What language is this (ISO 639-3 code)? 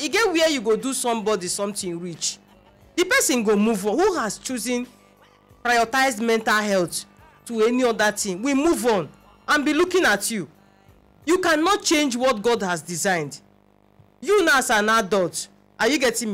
pcm